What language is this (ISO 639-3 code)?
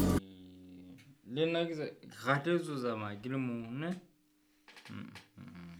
sot